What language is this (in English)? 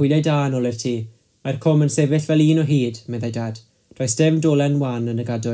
Welsh